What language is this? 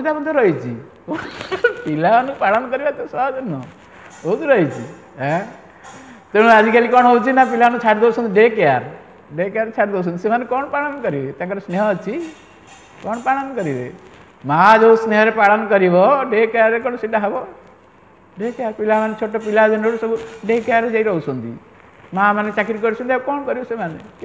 Odia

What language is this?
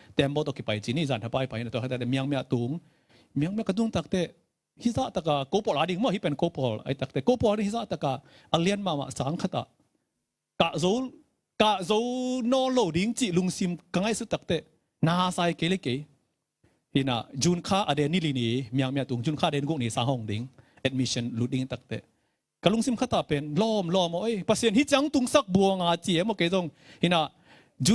Tedim Chin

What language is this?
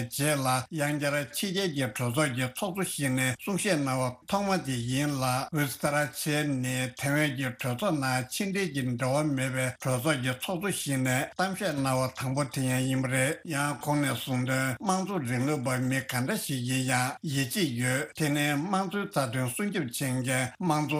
Tibetan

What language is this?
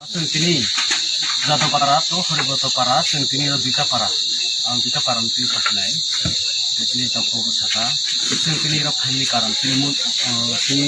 Kok Borok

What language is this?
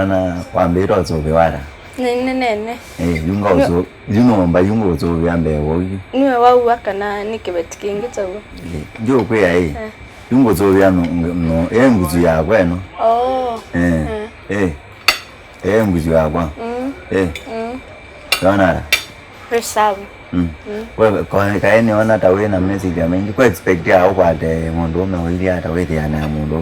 Kamba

